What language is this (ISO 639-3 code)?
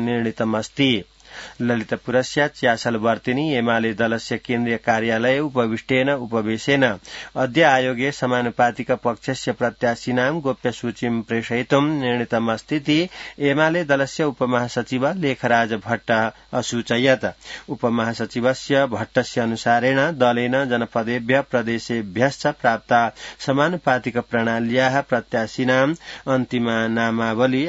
san